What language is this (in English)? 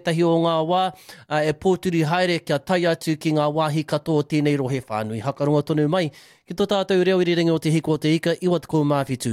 Māori